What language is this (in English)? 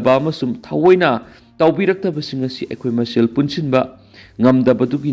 Manipuri